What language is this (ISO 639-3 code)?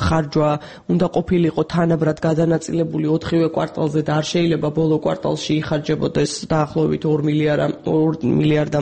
kat